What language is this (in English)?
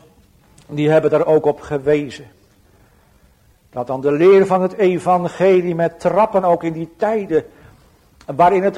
Dutch